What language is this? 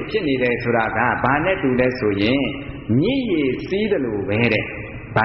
Burmese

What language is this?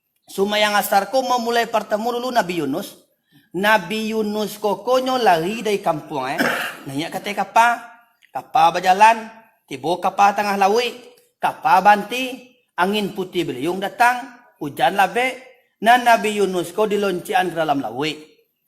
Minangkabau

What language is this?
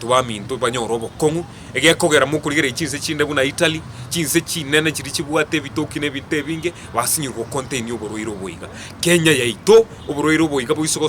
Gusii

